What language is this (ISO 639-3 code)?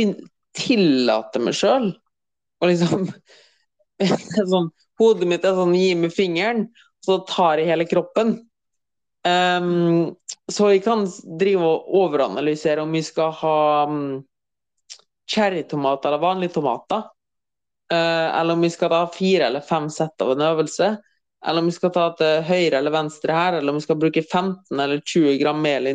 nor